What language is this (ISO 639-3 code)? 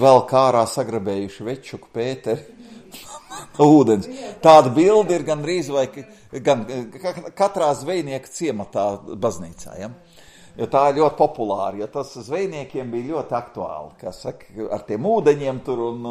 lav